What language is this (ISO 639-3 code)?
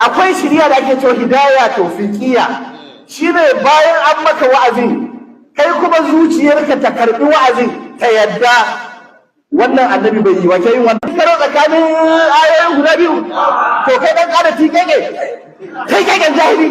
hau